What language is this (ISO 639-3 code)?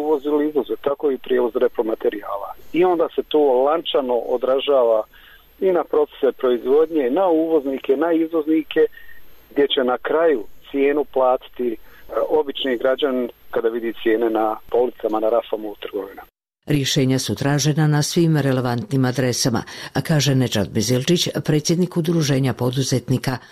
bos